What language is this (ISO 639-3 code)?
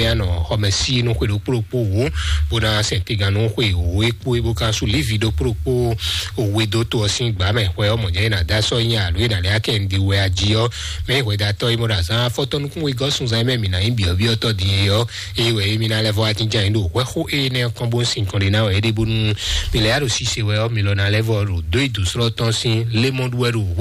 fon